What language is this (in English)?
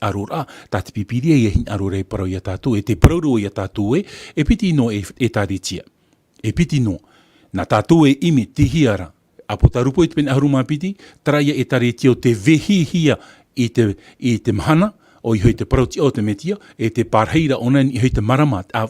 Tahitian